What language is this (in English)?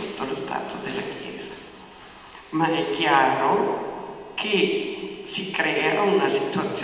Italian